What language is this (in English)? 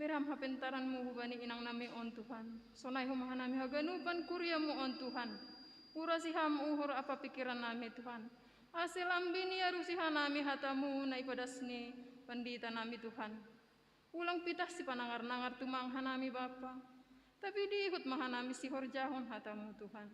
Batak Simalungun